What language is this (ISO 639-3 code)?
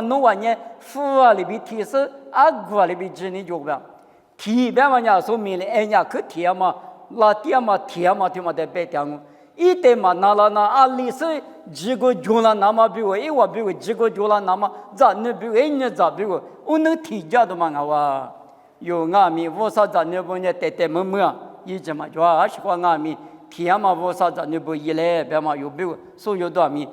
lis